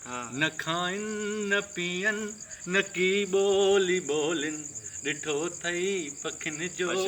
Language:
Sindhi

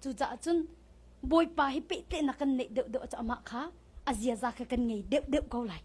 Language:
Hakha Chin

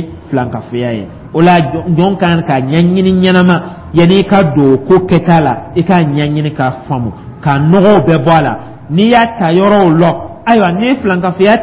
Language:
Dyula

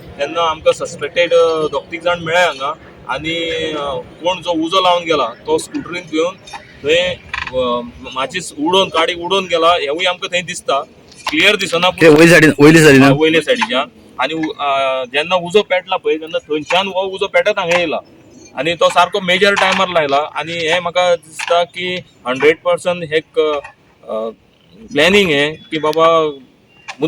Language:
Konkani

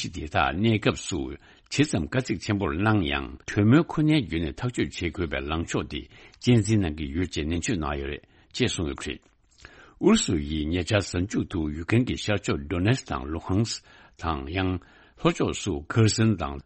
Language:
Tibetan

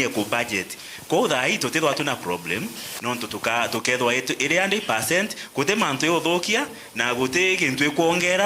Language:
Meru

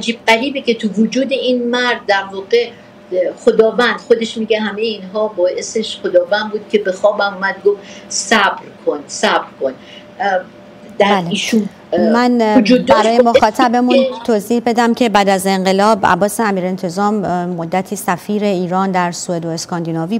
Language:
Persian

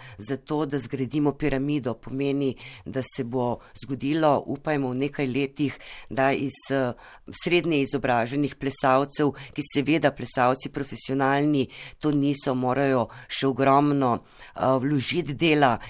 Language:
Slovenian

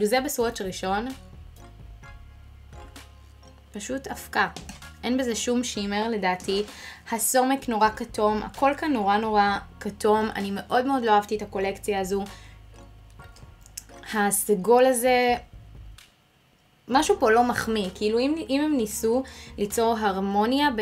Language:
Hebrew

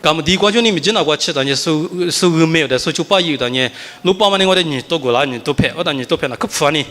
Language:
Lisu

